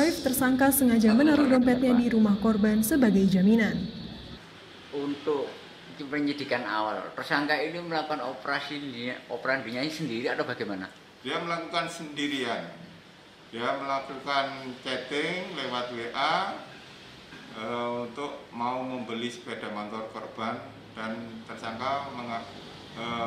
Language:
Indonesian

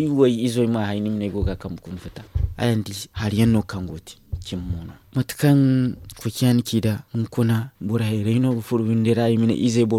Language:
Zarma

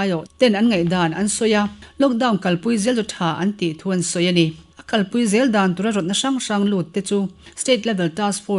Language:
Mizo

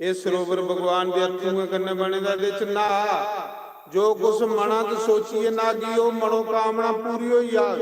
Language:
Dogri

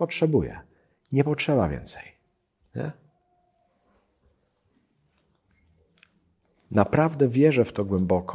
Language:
Polish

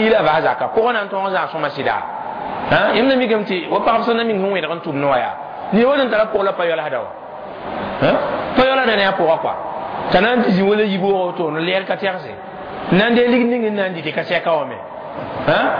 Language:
Mossi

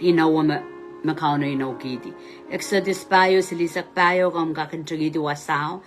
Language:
Pohnpeian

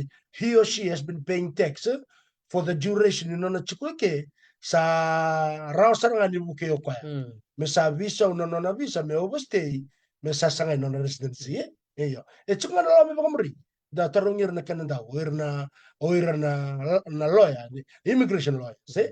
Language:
Fijian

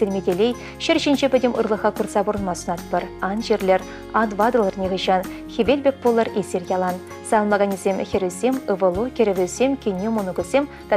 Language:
Chuvash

